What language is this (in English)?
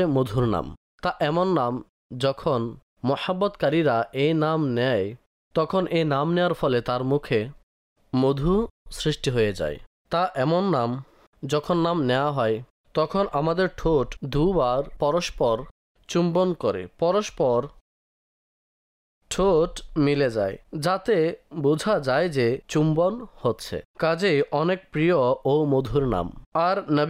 Bangla